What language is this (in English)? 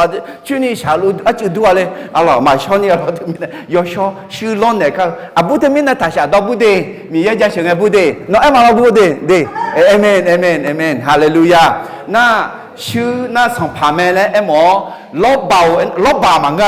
Akha